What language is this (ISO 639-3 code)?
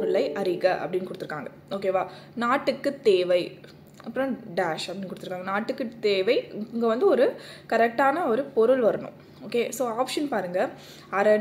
tam